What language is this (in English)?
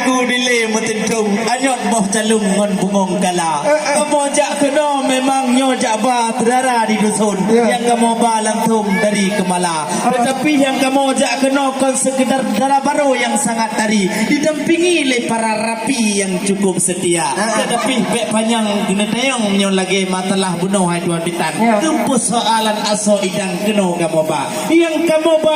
Achinese